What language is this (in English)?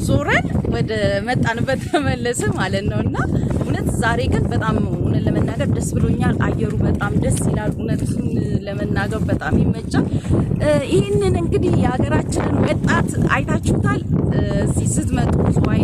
Amharic